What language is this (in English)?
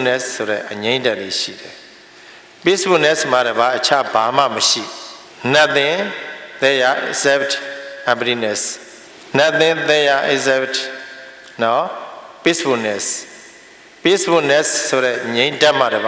Burmese